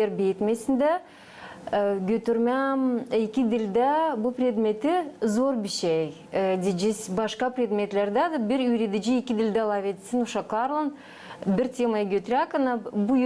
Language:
Gagauz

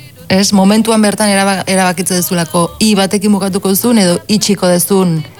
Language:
Basque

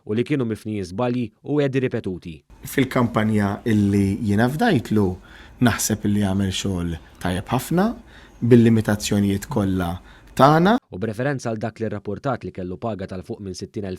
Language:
Maltese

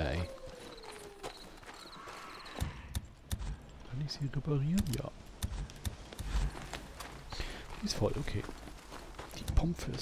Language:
German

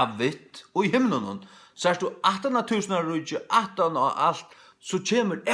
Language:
Faroese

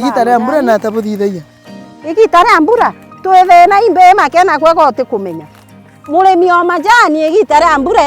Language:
Meru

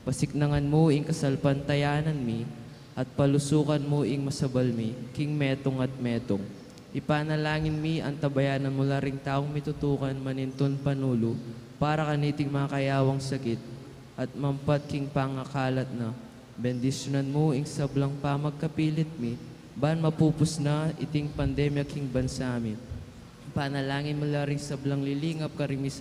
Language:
Pampanga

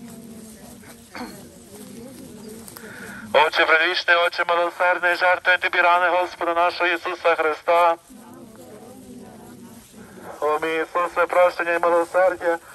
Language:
Ukrainian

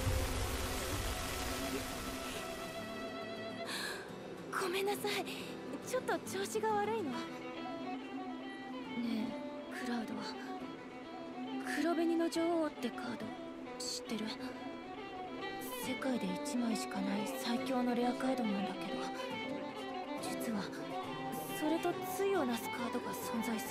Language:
Japanese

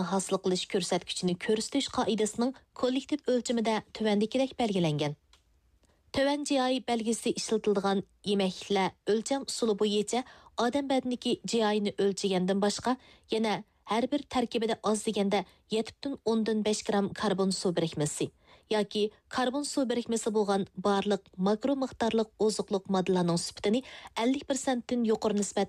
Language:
Uyghur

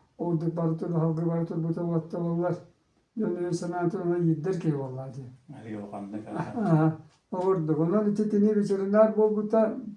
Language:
Yakut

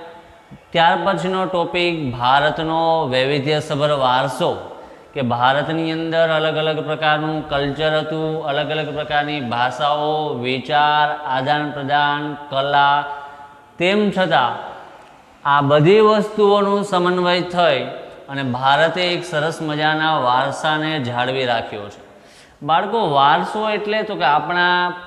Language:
Gujarati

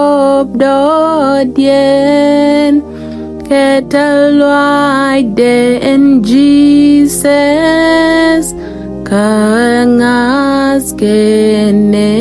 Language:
Nuer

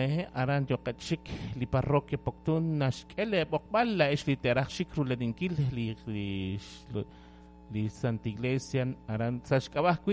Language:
Kekchí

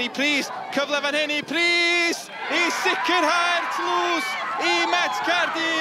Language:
Welsh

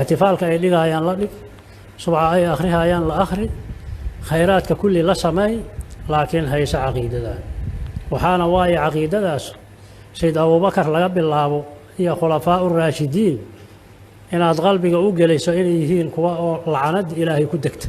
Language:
Somali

